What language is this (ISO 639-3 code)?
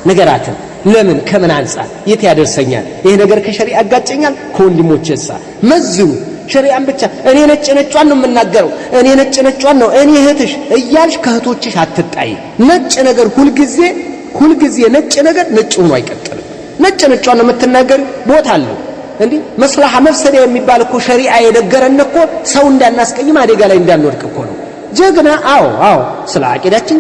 amh